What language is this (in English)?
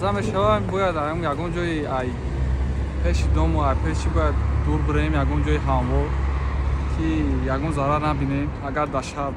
Tajik